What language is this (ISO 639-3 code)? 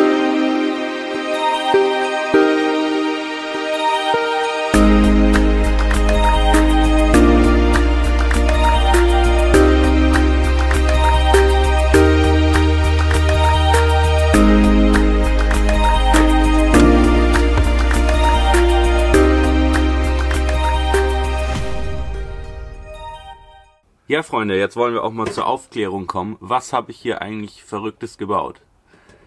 deu